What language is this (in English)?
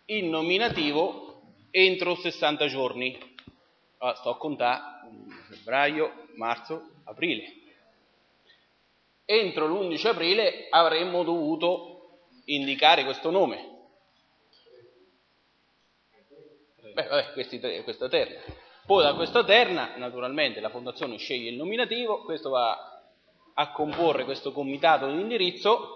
Italian